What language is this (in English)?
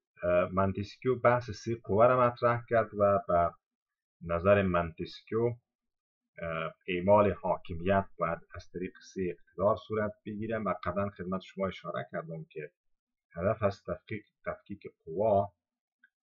Persian